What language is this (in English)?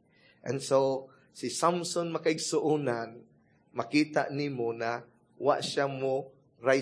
Cebuano